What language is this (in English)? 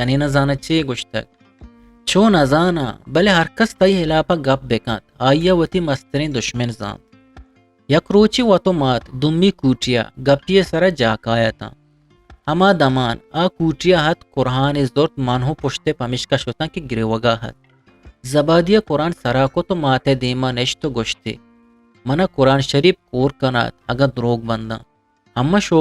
Eastern Balochi